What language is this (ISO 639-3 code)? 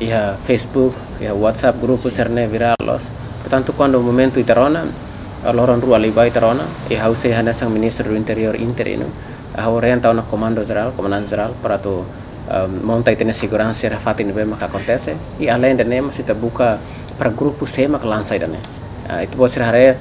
tet